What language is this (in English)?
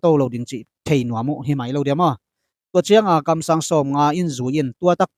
Tedim Chin